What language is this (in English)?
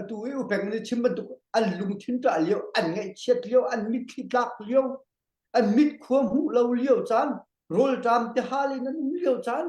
Hakha Chin